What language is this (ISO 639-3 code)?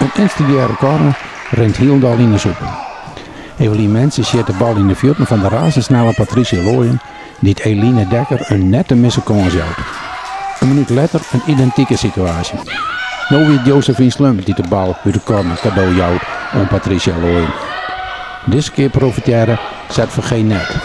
fry